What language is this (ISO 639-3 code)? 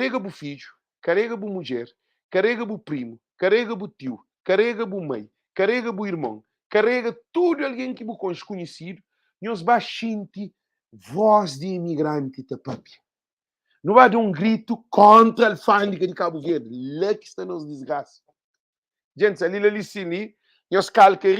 kea